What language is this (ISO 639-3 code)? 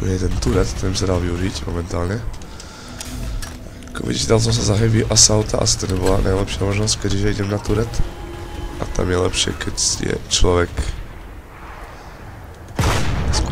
slk